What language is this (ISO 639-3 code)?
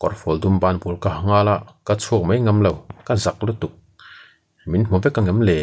lus